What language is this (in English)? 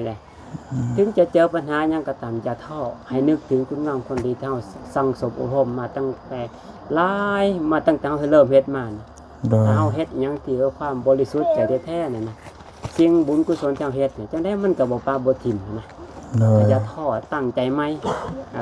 Lao